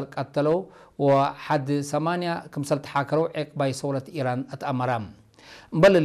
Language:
Tigre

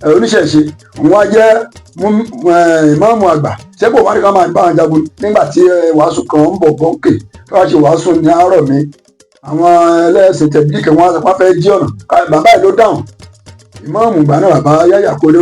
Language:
Yoruba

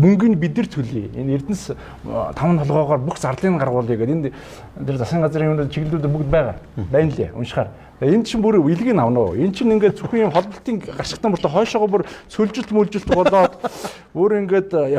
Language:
Mongolian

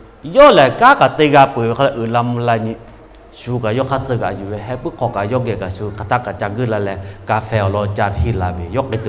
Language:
Lahu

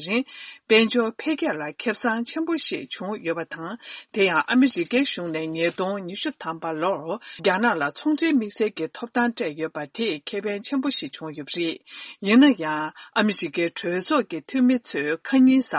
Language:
Tibetan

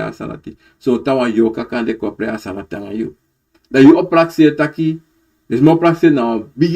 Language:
Sranan Tongo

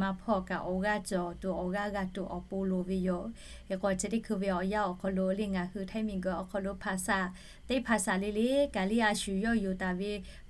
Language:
Lahu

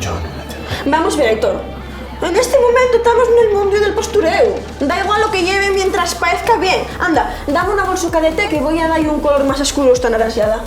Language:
Asturian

